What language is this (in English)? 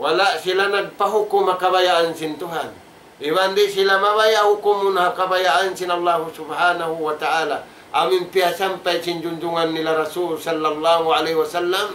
Tausug